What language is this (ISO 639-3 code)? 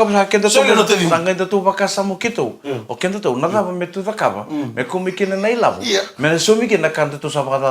fij